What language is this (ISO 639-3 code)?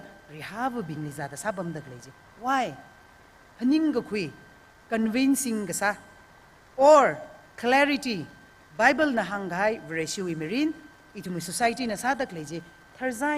nmf